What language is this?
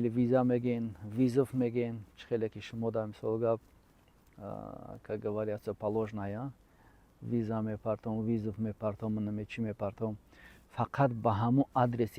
Tajik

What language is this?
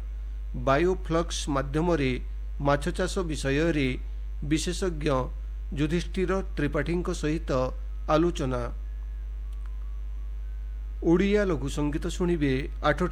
Odia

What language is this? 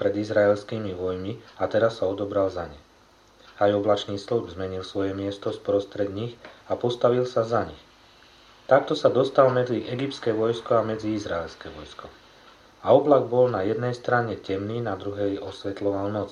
Slovak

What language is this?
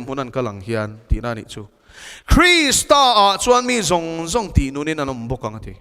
Mizo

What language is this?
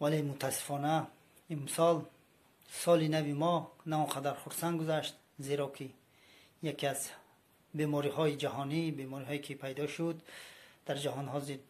Tajik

